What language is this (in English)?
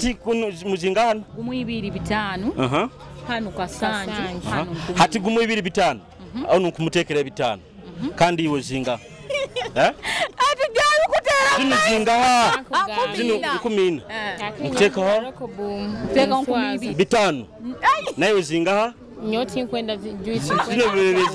Nyoro